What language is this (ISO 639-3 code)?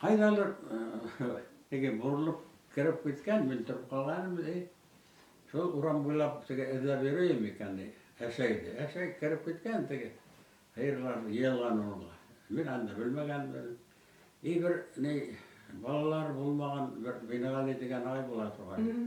bak